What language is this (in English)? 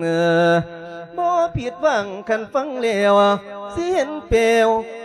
Lao